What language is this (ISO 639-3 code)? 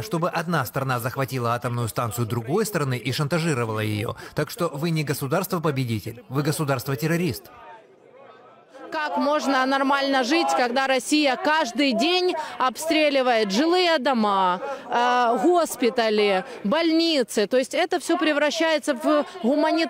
rus